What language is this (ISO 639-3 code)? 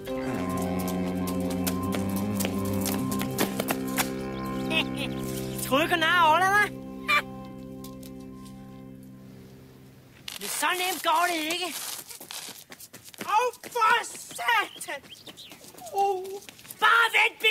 dan